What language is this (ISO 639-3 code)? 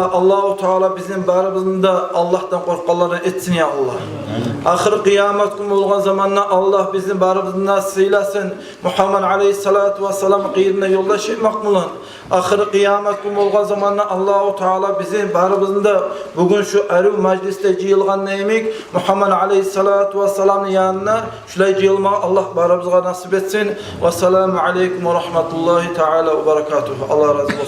kum